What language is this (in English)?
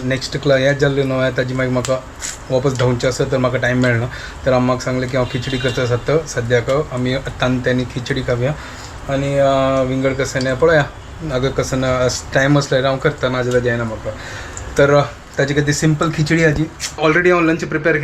Konkani